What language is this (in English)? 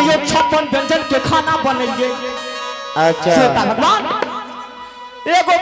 Bhojpuri